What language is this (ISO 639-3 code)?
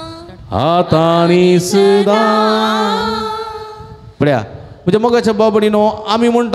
kok